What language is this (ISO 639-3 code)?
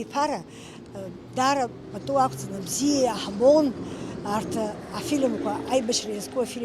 abk